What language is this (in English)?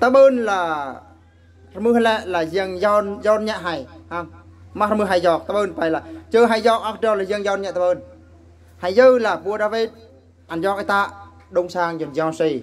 Eastern Bru